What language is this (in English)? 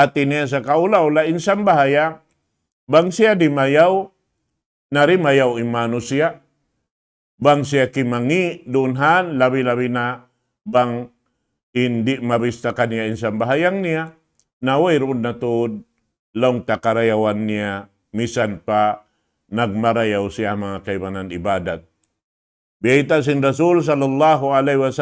Tausug